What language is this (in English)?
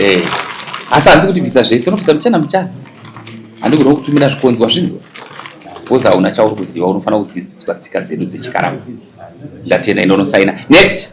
Shona